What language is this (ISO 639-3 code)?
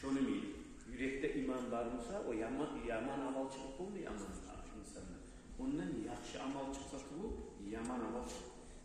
kum